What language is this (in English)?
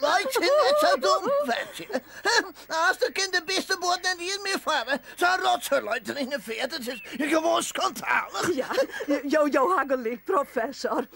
Western Frisian